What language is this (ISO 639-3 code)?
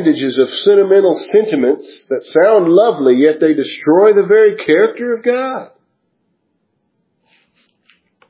eng